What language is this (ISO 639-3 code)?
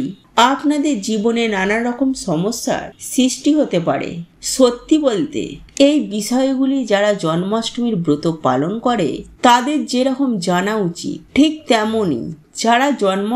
ben